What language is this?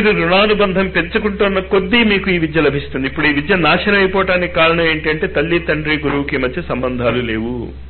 Telugu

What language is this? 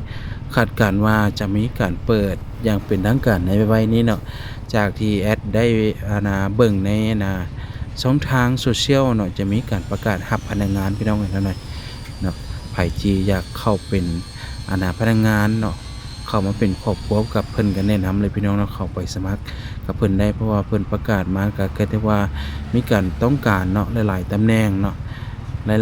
Lao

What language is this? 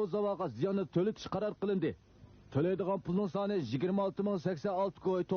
Uyghur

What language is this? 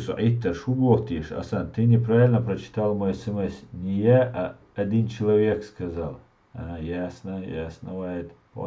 Chechen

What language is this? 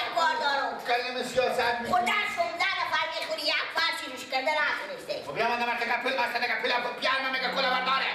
Persian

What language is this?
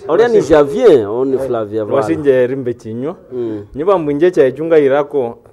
Nande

